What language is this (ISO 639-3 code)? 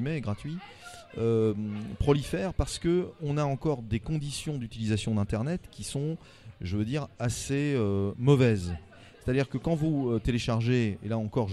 fra